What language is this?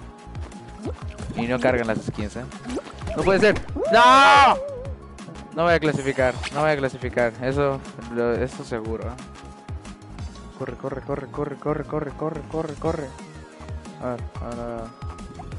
Spanish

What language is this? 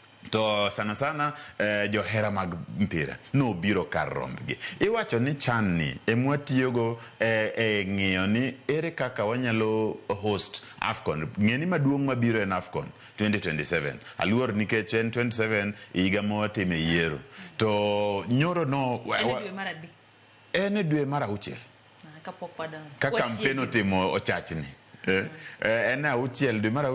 Luo (Kenya and Tanzania)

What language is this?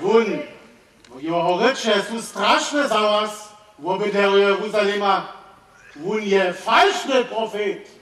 Upper Sorbian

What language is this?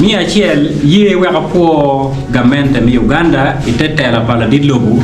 Acoli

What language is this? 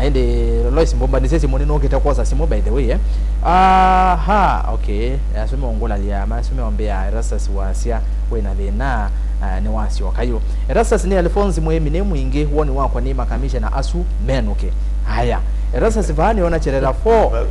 Kamba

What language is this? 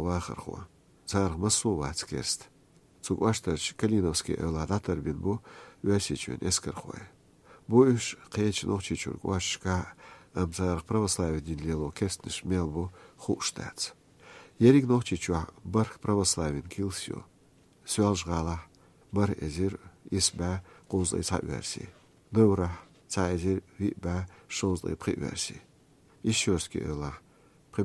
Chechen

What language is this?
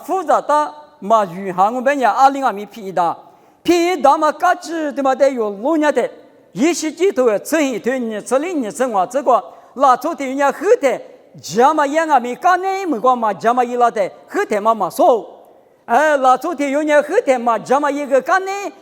Lisu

